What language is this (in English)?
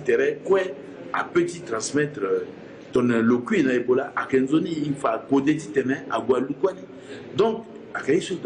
Sango